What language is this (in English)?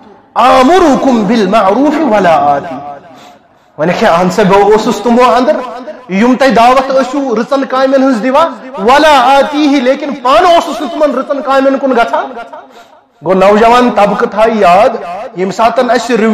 Kashmiri